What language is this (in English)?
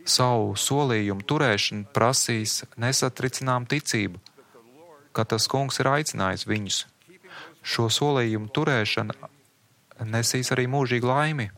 Latvian